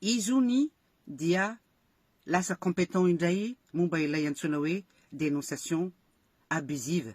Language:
Malagasy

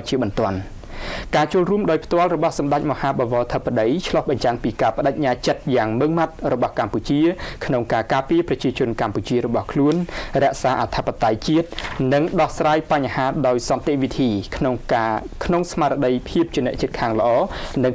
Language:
Khmer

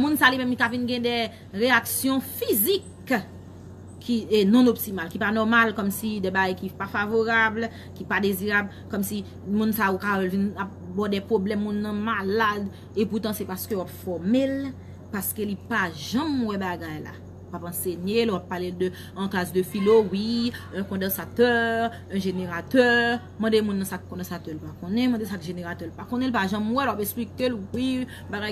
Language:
Haitian Creole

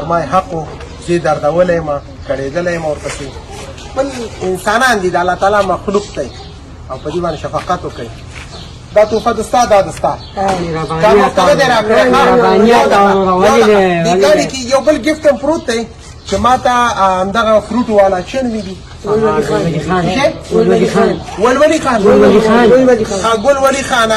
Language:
Pashto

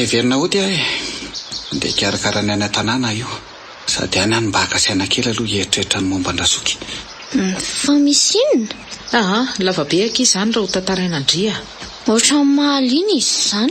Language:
Malagasy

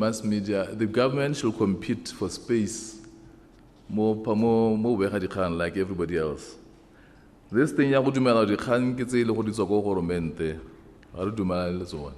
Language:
Tswana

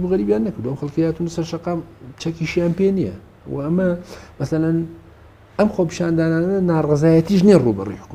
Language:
Central Kurdish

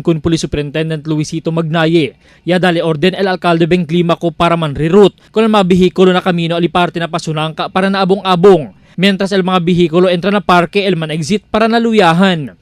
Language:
Chavacano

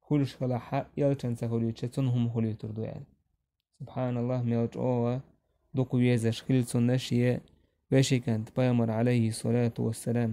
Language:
Chechen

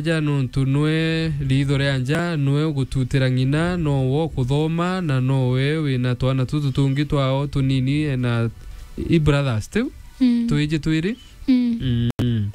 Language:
Meru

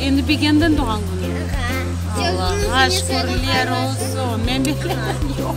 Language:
Crimean Tatar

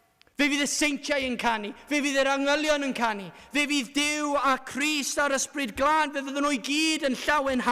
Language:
Welsh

